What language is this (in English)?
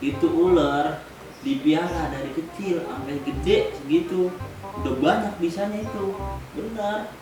Betawi